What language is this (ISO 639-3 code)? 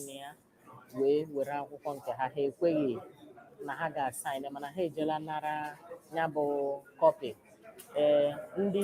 ibo